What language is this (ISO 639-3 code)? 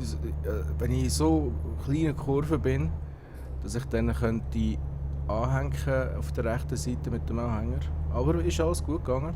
gsw